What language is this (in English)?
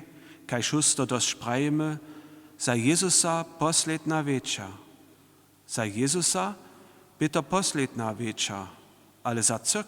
Upper Sorbian